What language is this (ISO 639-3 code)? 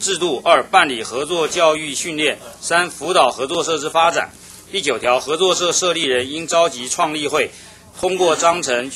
zho